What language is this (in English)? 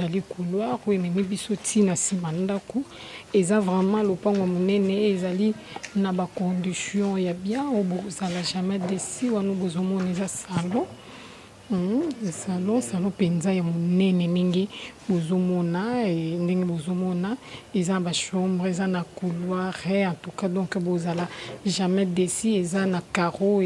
Lingala